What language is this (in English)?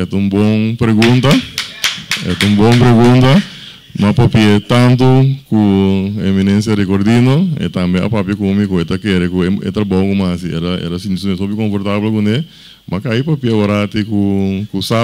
Papiamento